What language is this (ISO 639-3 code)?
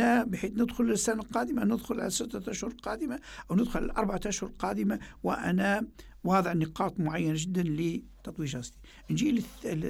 ara